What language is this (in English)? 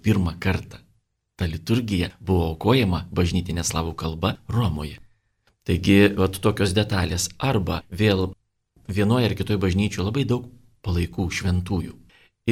Lithuanian